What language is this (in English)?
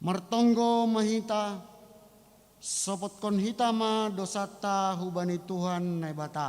Batak Simalungun